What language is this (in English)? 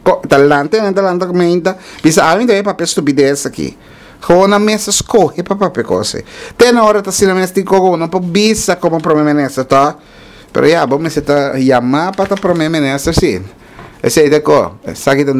Papiamento